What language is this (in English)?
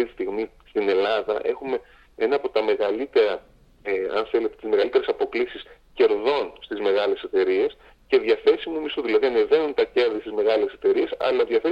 Greek